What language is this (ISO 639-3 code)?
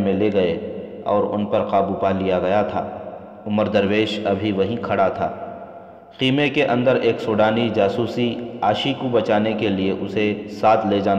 urd